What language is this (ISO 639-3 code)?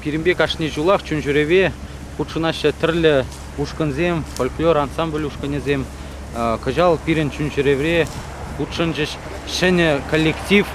chv